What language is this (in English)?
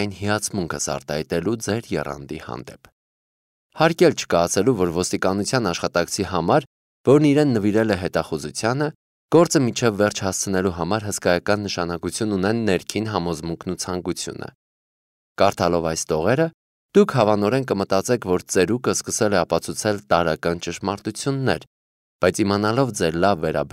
Armenian